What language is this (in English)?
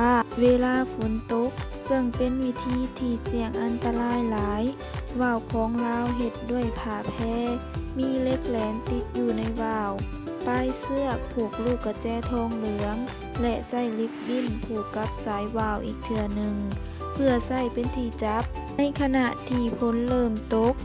Lao